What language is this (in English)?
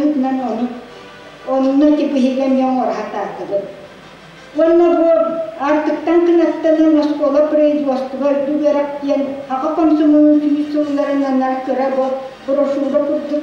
Yakut